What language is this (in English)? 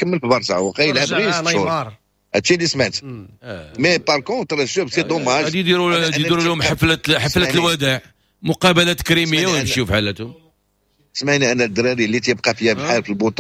Moroccan Arabic